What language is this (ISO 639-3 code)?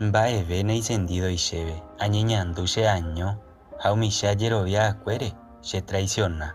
grn